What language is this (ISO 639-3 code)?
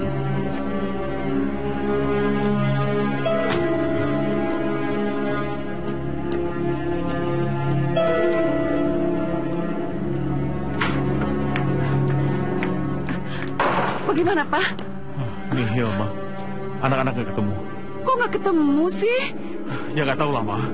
ind